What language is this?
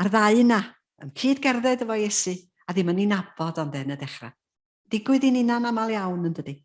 Welsh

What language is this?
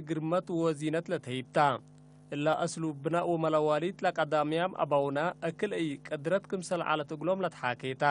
Tigre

